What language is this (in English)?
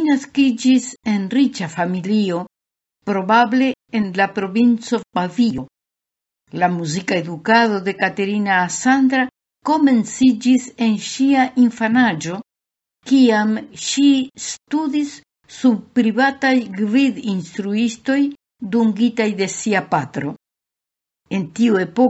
Esperanto